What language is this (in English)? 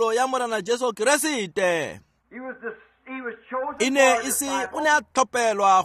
Tswana